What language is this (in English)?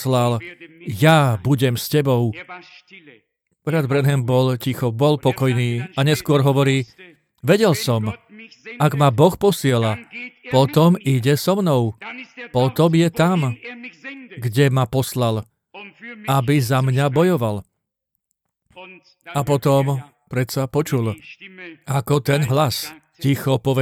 Slovak